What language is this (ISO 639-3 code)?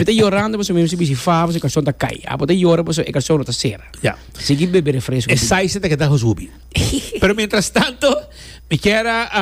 pap